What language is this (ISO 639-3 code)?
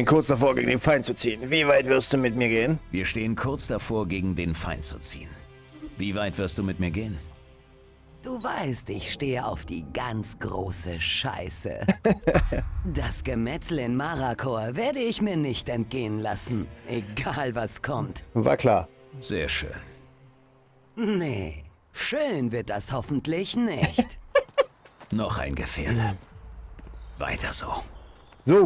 deu